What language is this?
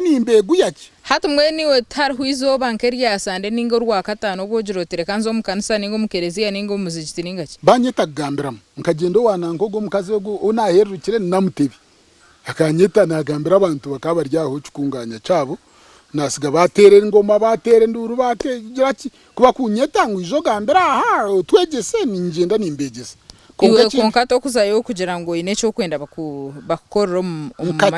Nyankole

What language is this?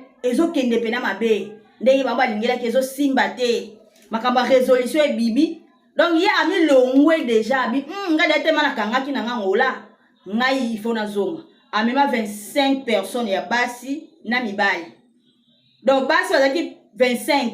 Lingala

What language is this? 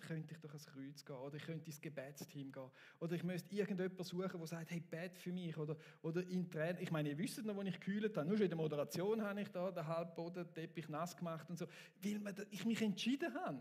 Swiss German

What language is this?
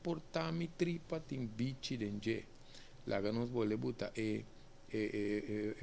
Papiamento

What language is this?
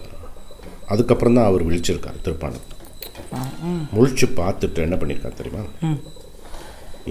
Tamil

